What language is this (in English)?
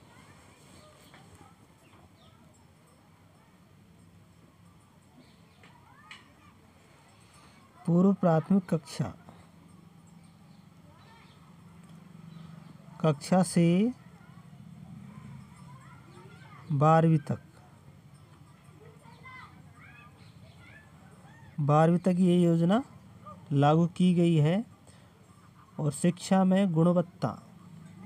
Hindi